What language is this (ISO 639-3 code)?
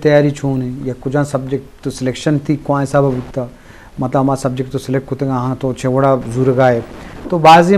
bgp